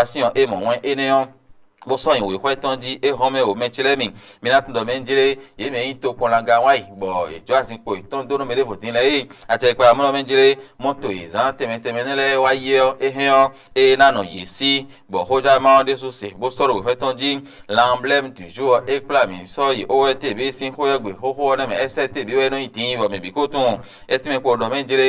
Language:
Fon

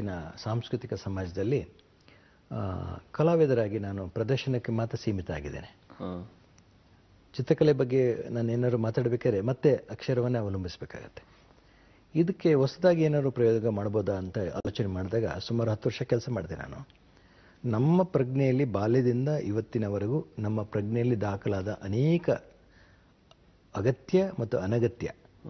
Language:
Kannada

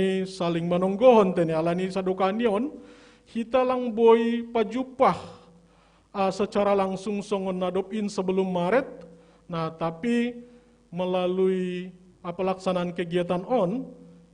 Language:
Batak Simalungun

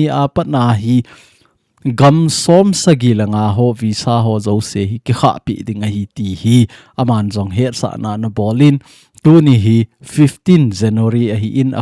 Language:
Thado Chin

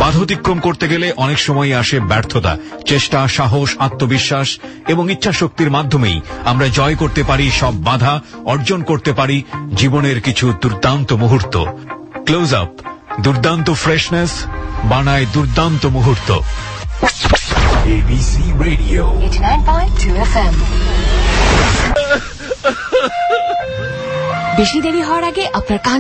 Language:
Bangla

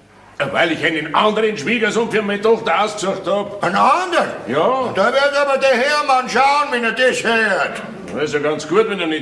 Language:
Bavarian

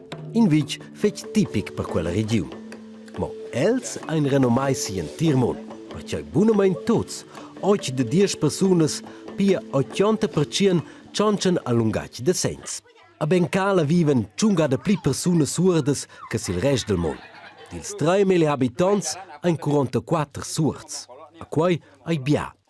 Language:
Romansh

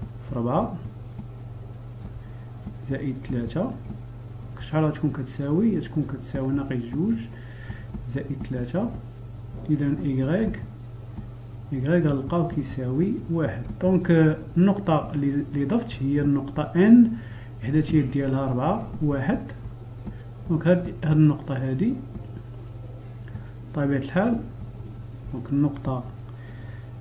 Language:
Moroccan Arabic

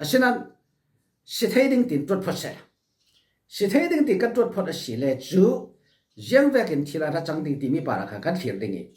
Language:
Falam Chin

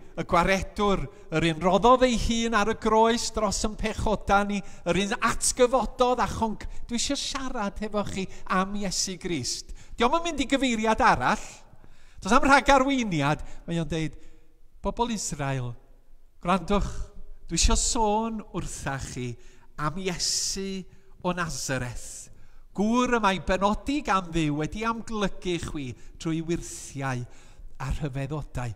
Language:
Welsh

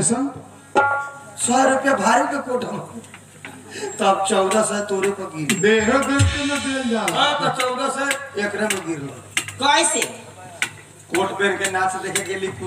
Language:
Bhojpuri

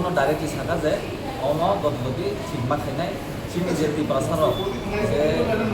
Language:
Kok Borok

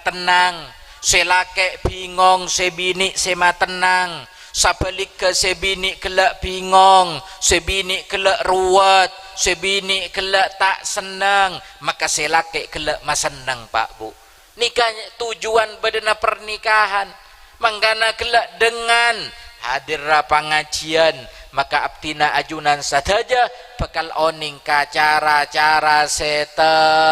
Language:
Madurese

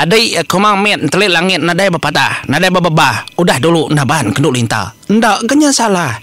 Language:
Iban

